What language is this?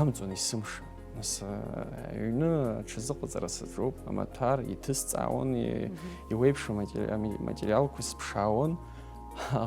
Abkhazian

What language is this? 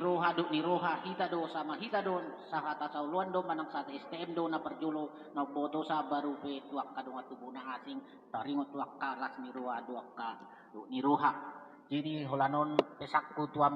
Batak Toba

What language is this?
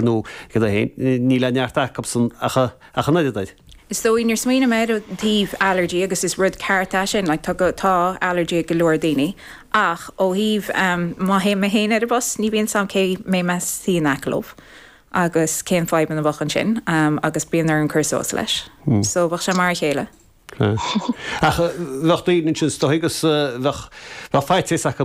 Irish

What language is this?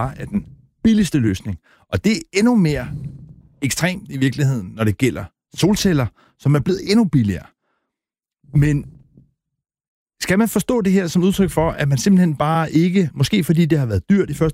Danish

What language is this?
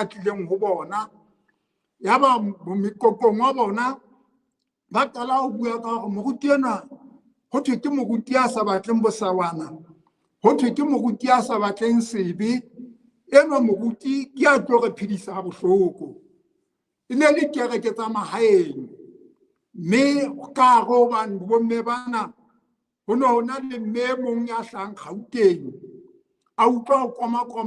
Southern Sotho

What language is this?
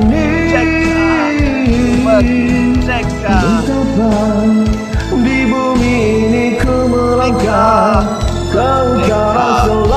Malay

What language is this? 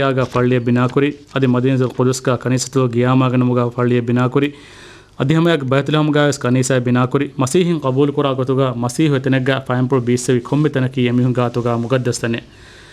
Divehi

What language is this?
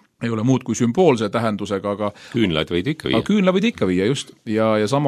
Estonian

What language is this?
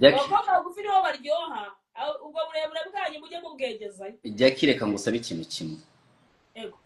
Kinyarwanda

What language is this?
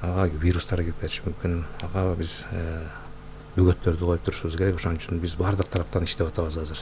Kyrgyz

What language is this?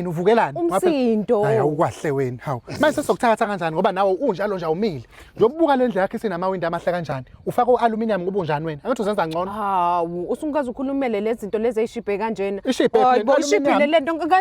Zulu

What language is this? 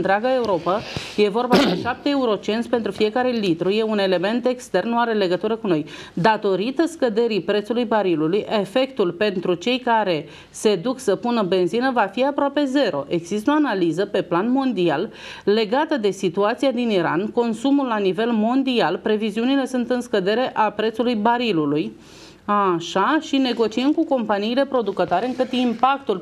Romanian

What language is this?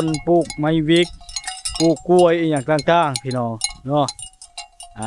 Lao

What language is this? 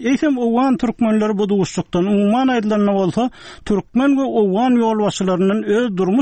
Turkmen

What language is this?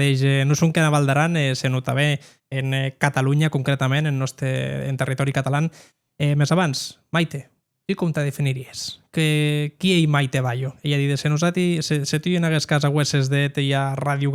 Occitan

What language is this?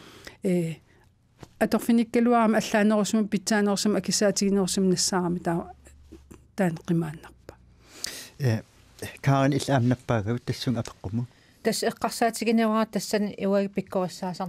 Kalaallisut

